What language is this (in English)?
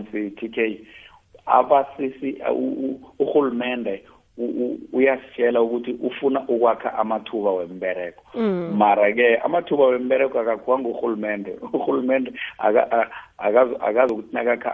South Ndebele